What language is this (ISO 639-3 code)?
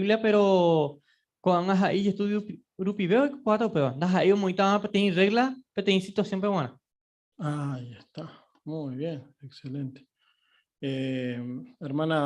grn